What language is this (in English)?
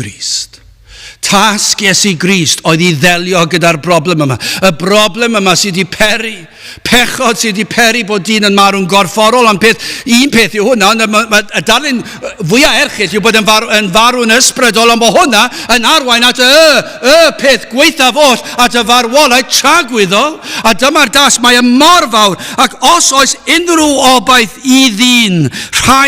Welsh